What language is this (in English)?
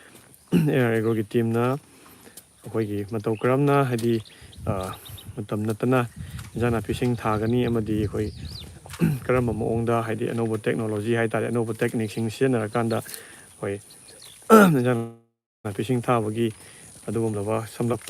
Manipuri